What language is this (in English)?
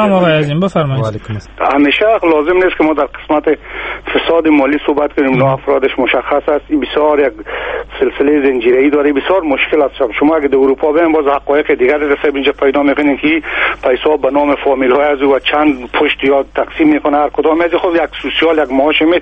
Persian